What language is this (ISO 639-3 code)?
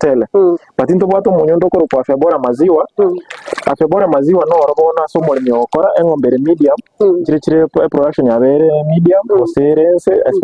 guz